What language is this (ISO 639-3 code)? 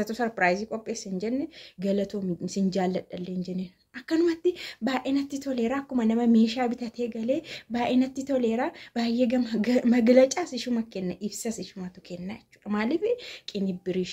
orm